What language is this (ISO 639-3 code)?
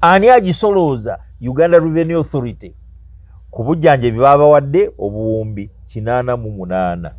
lug